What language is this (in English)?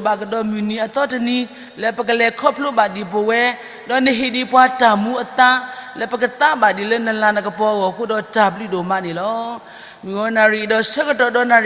S'gaw Karen